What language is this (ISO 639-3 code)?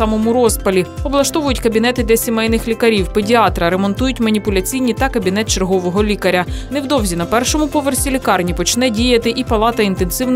ukr